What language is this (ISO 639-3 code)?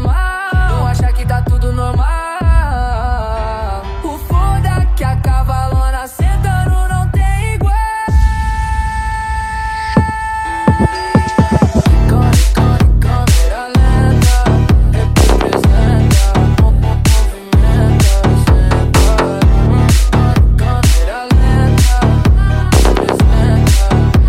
por